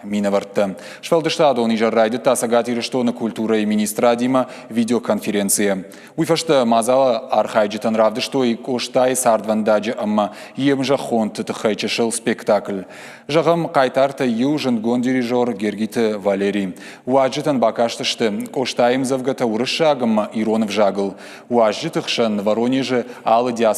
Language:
Ossetic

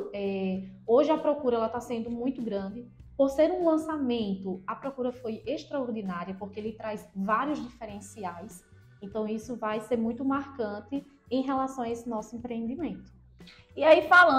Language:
Portuguese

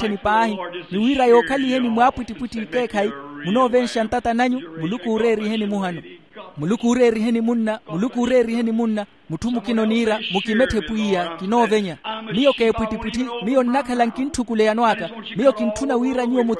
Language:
Makhuwa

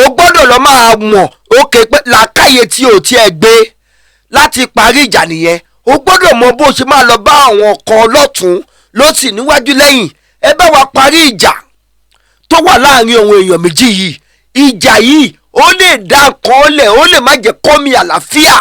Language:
Yoruba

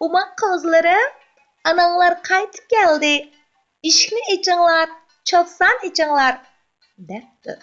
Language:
Uyghur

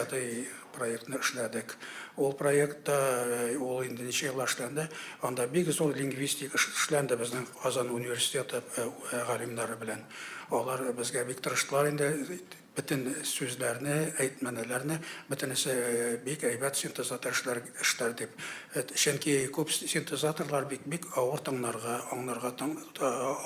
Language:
Tatar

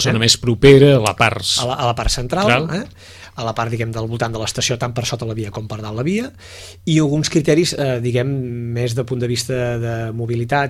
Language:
Catalan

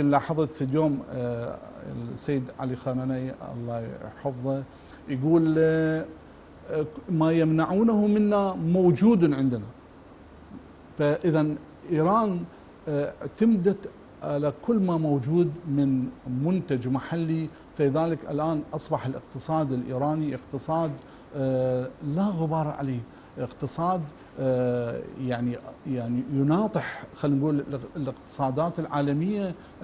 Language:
Arabic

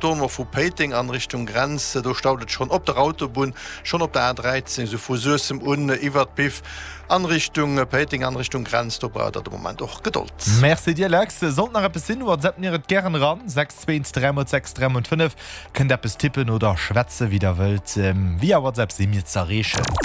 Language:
Luxembourgish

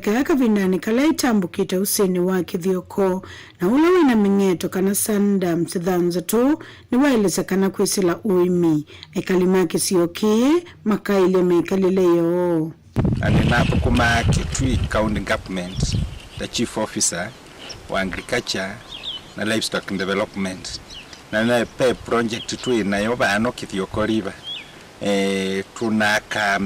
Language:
Kamba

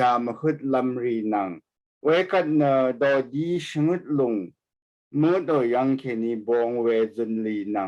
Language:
Rawang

